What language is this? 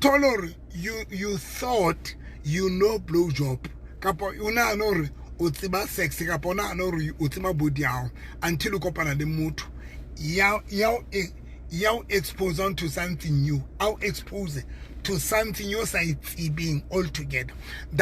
Southern Sotho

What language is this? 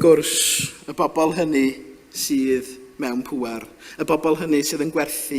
Welsh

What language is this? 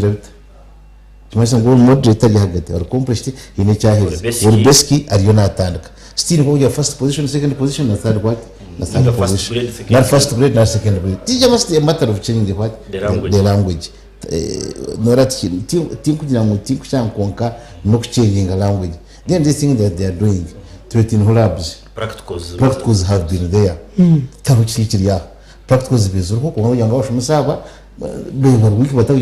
Nyankole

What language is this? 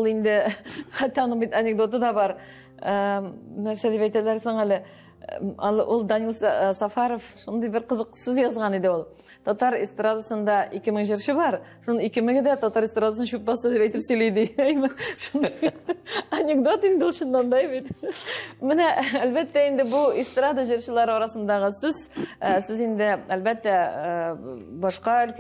Tatar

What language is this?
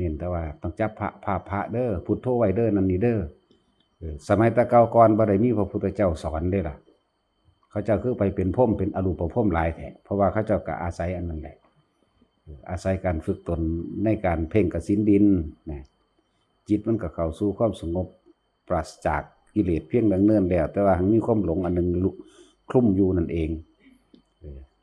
Northeastern Thai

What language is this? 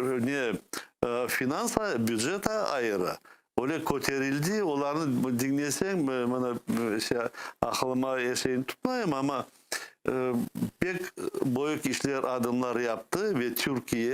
Crimean Tatar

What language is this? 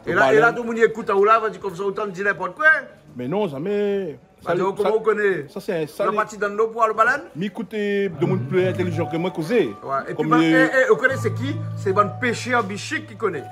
Réunion Creole French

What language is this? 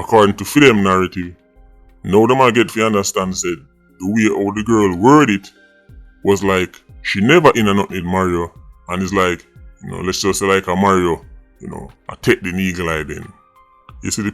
Jamaican Creole English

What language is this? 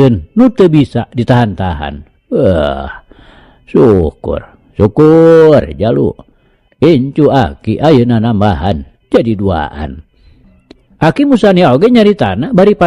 Sundanese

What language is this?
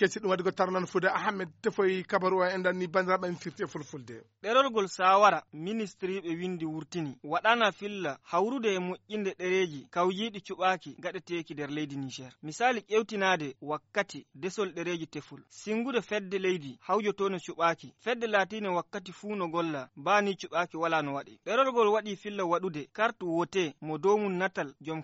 Fula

